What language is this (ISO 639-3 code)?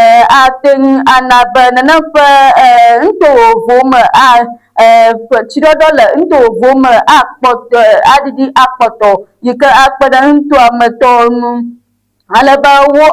ewe